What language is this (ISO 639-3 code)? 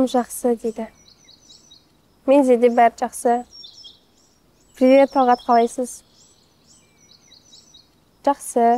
kaz